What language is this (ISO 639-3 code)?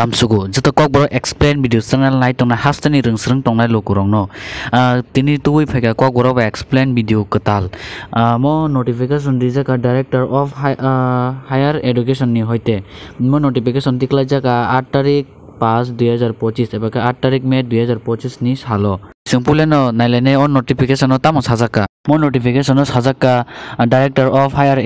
trp